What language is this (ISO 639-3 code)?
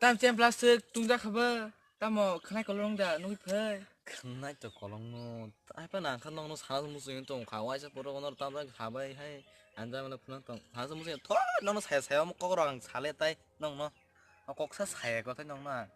trp